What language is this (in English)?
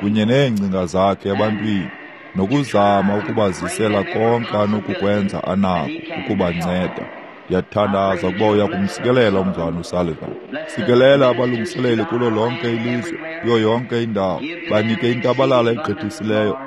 Xhosa